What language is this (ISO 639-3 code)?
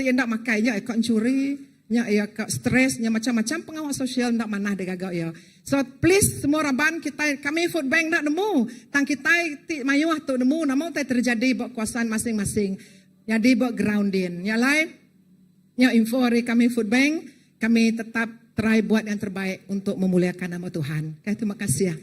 iba